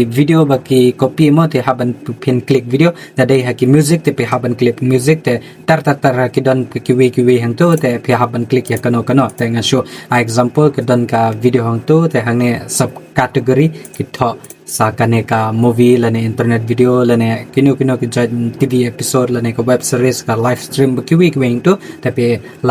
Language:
Khasi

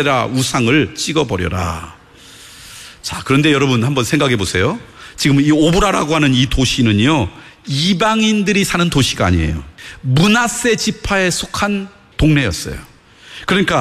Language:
Korean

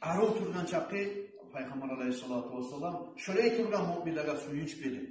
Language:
Kumyk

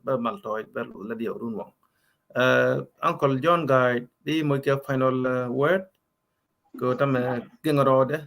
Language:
Nuer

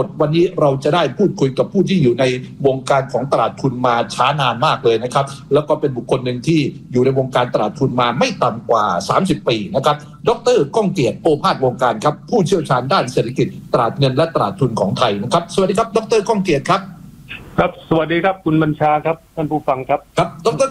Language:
Thai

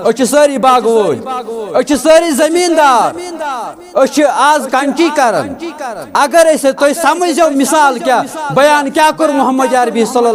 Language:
Kashmiri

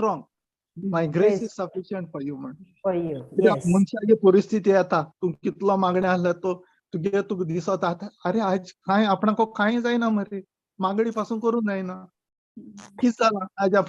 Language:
Konkani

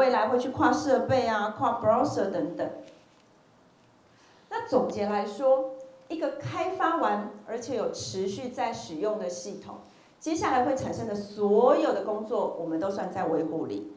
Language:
Chinese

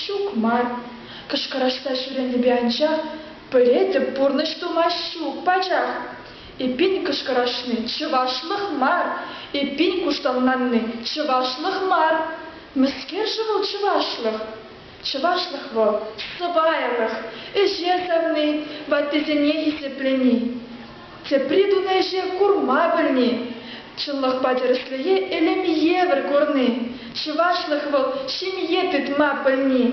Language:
Chuvash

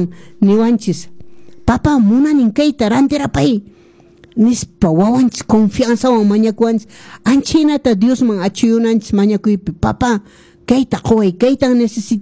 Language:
Quechua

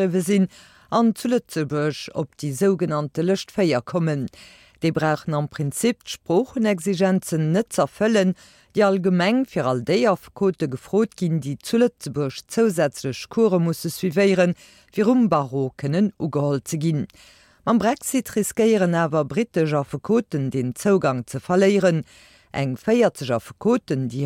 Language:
Luxembourgish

